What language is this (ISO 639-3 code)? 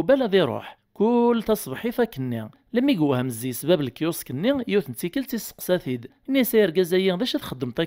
kab